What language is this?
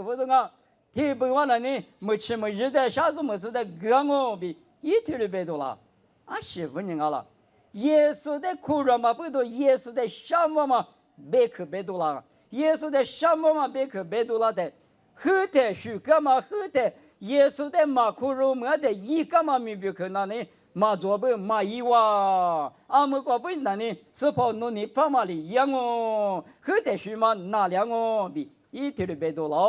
Lisu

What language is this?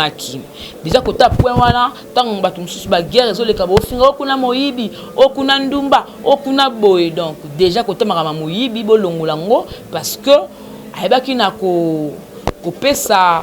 Lingala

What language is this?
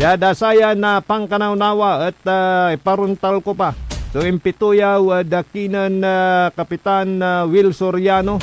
Pangasinan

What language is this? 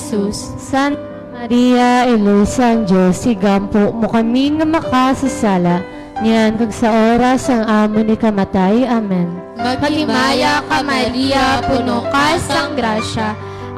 Hiligaynon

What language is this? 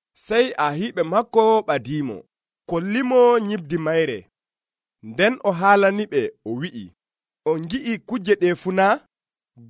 Nigerian Fulfulde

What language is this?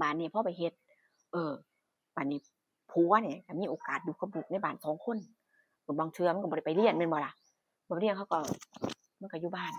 Northeastern Thai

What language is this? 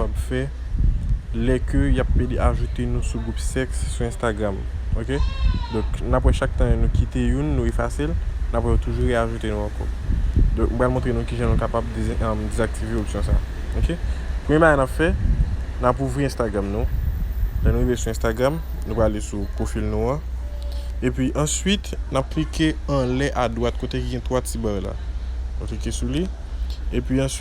Haitian Creole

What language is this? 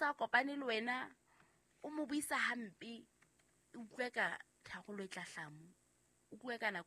Southern Sotho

